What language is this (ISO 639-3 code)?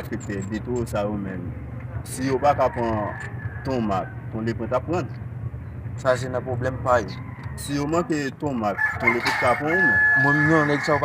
hat